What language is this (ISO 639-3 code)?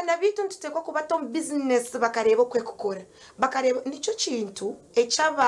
nyn